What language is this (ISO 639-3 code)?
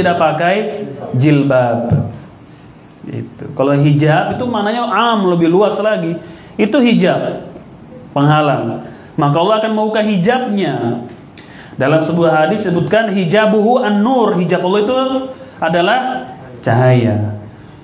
ind